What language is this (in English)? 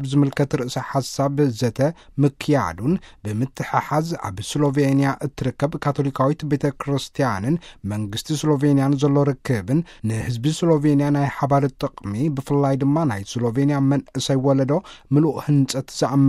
Tigrinya